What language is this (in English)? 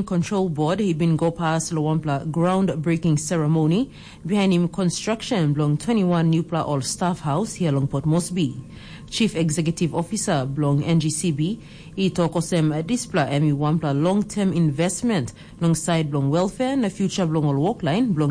Tok Pisin